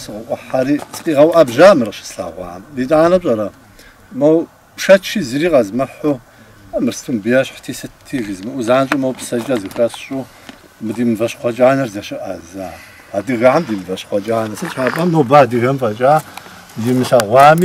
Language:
Kabardian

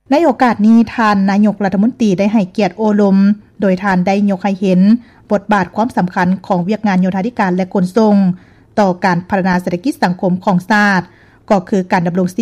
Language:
Lao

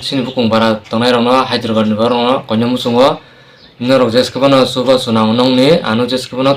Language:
Kok Borok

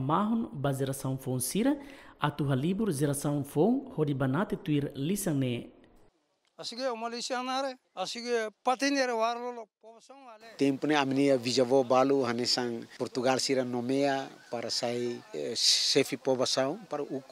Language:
Tetum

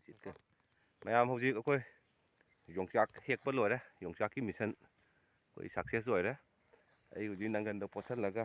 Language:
Manipuri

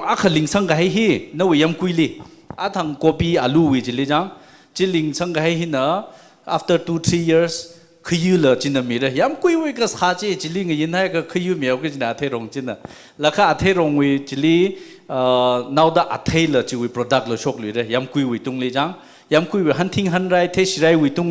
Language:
Tangkhul Naga (India)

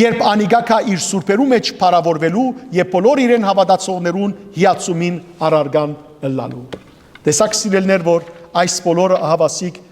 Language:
Western Armenian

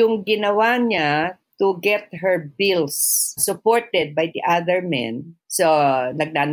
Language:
Filipino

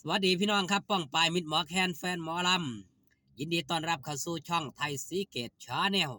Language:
Northeastern Thai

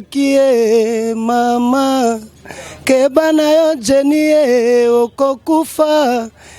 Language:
Lingala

